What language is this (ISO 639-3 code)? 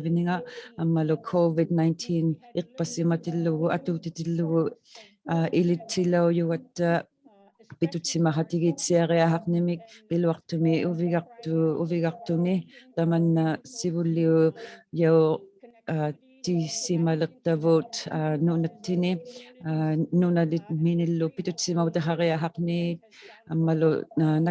iku